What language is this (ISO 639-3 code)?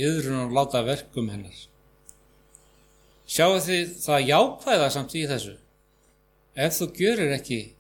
isl